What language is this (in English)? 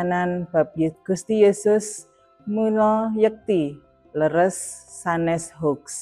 Javanese